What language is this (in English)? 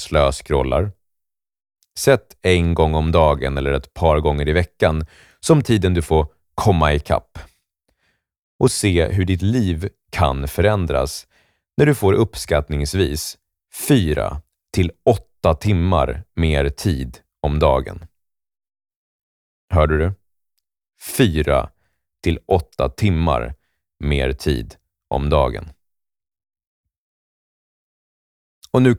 Swedish